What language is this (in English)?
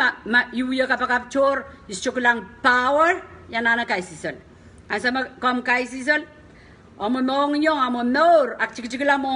Pohnpeian